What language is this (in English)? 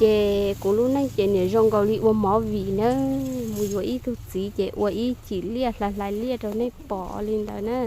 Hmong